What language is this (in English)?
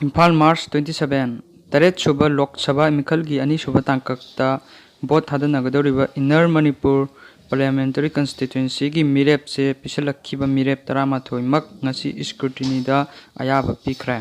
Manipuri